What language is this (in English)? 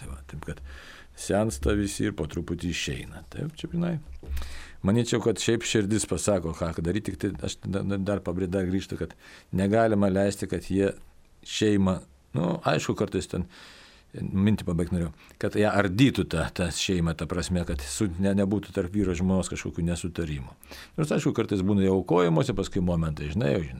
Lithuanian